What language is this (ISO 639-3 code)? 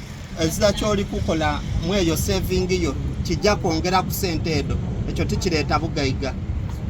xog